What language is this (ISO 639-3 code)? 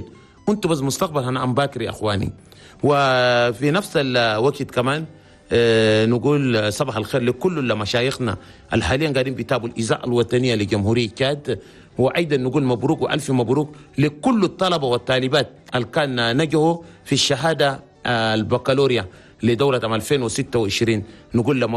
shu